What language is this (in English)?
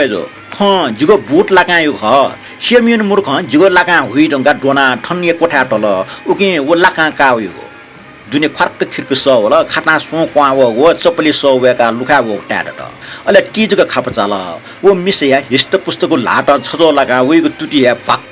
Newari